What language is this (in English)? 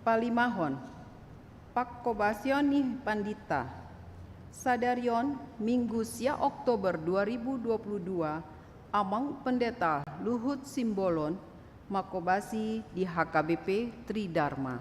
Batak Toba